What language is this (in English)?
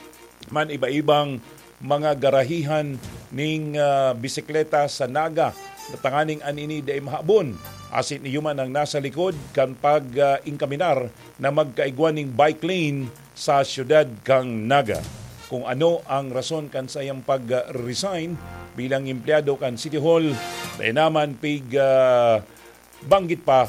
Bikol